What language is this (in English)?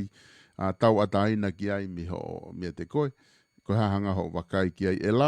Tongan